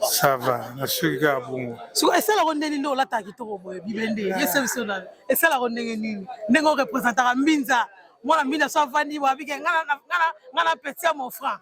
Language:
Lingala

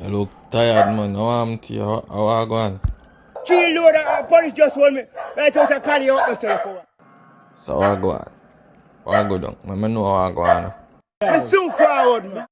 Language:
Jamaican Creole English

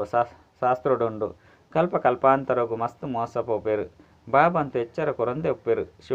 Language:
Tulu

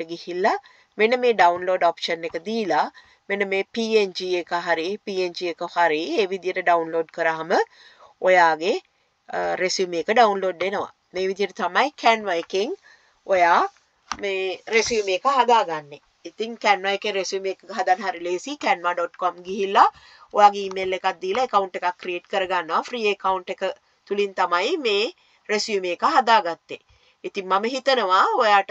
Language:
Sinhala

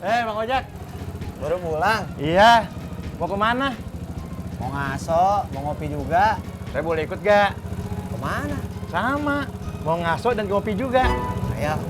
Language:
Betawi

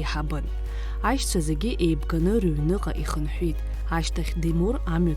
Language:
Abkhazian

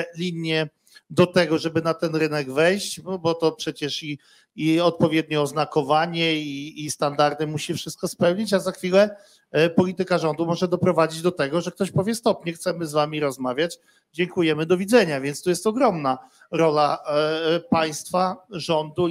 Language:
Polish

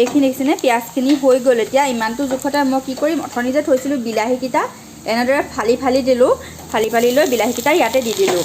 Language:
Assamese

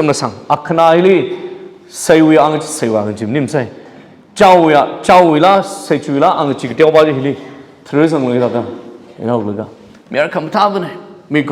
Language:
Tangkhul Naga (India)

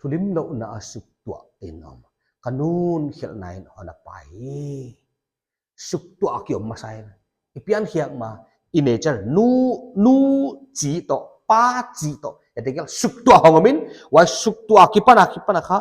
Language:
Paite Chin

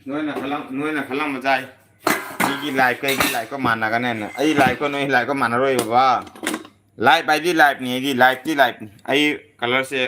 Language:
Manipuri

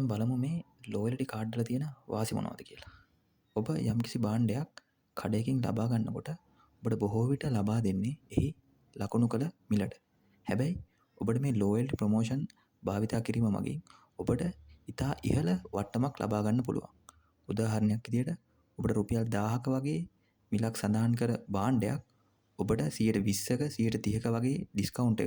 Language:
Sinhala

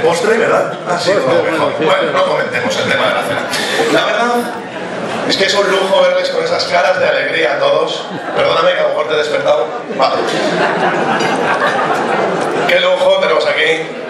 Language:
Spanish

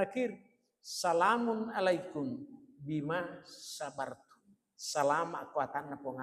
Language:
Buginese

